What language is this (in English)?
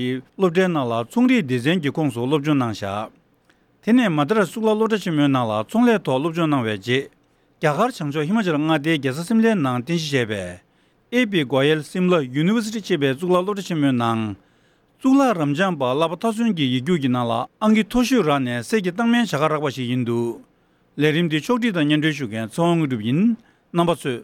Tibetan